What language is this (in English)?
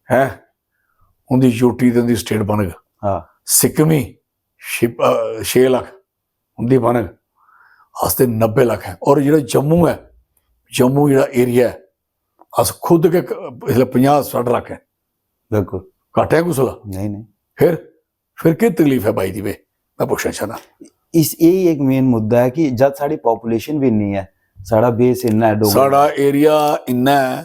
Dogri